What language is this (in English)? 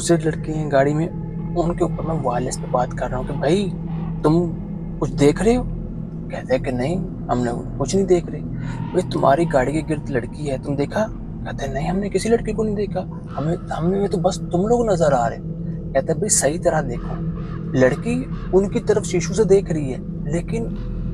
Urdu